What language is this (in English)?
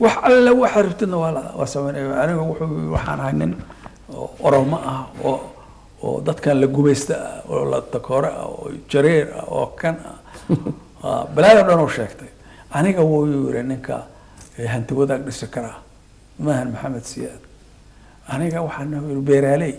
Somali